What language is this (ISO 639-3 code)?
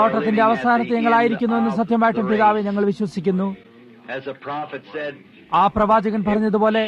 mal